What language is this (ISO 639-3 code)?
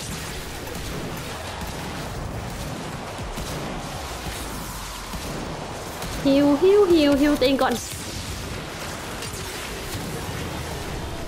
tha